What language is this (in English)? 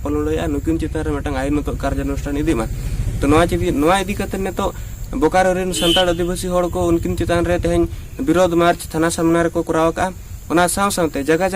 Santali